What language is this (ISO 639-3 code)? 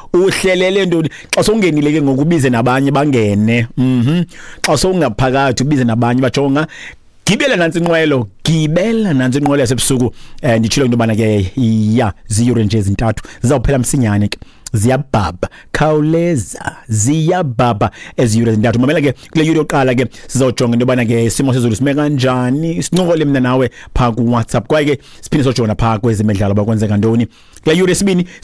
xho